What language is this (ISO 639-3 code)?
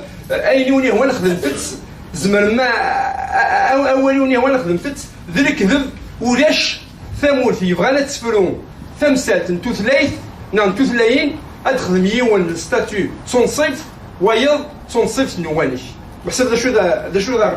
kab